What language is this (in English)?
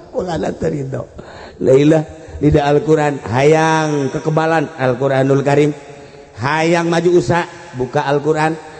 Sundanese